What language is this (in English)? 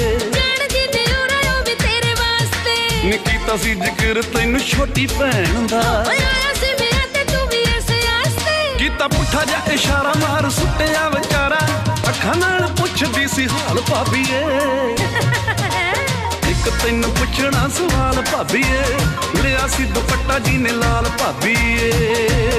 Punjabi